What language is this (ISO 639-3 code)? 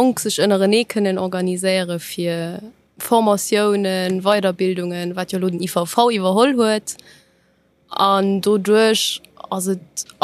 ltz